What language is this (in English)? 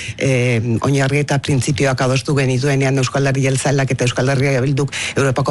Basque